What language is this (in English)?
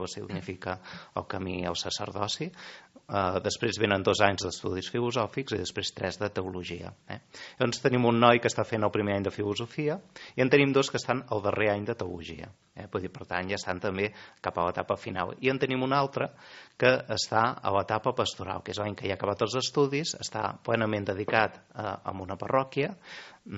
Catalan